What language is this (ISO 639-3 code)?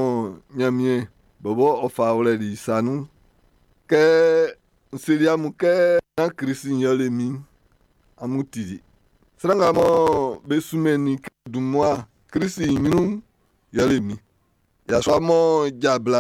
bci